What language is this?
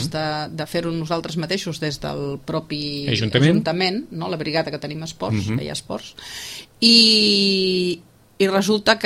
Catalan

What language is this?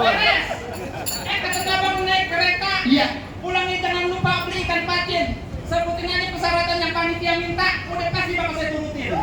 Betawi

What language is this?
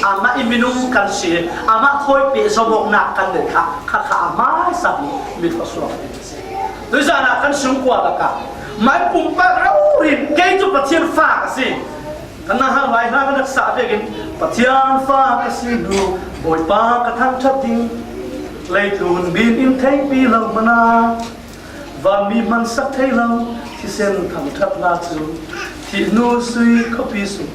Falam Chin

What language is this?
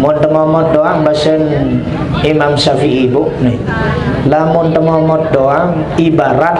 Sasak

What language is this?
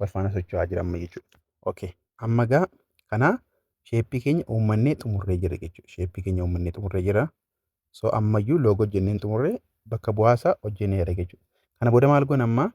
Oromo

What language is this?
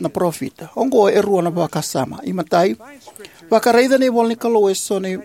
Fijian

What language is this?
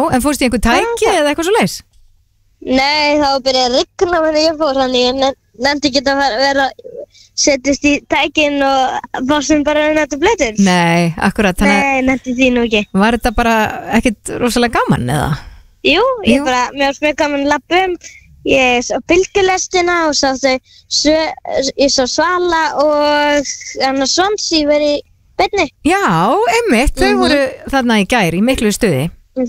Icelandic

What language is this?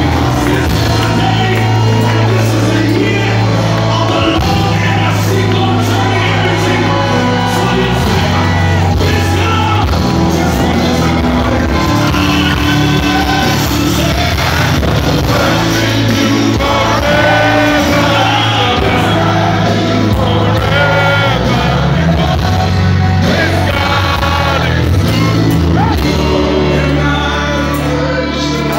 English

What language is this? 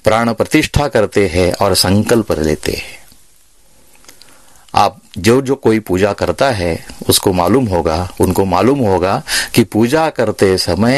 Hindi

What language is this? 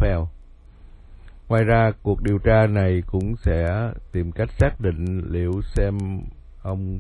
Vietnamese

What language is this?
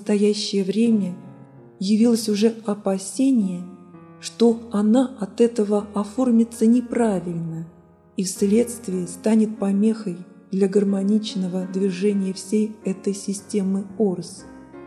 Russian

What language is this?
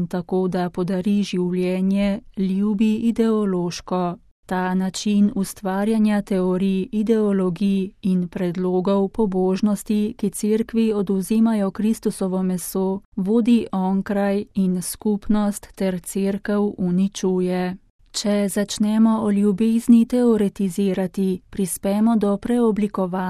Slovenian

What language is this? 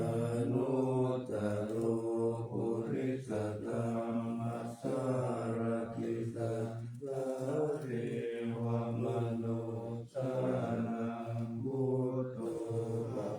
Pali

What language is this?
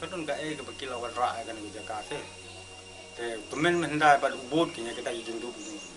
Khasi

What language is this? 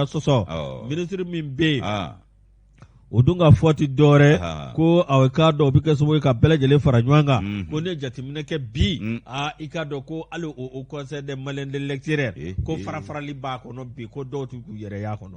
Bambara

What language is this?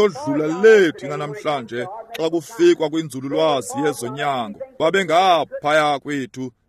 Xhosa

